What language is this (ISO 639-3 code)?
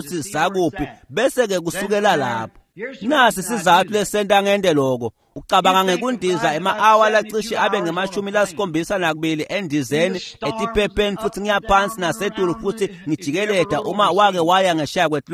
ssw